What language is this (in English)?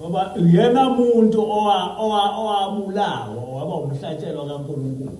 Zulu